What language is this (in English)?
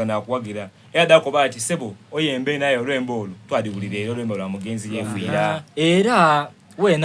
Soga